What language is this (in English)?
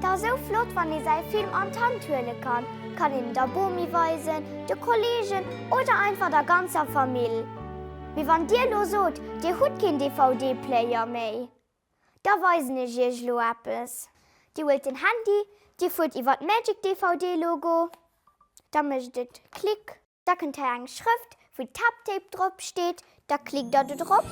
Luxembourgish